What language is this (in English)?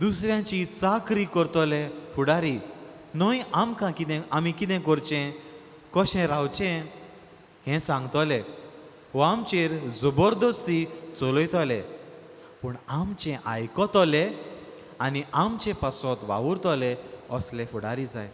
Konkani